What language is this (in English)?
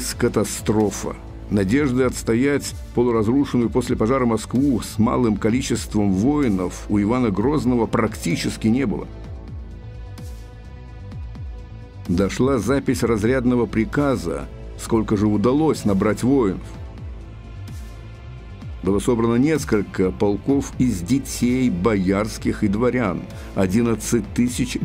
Russian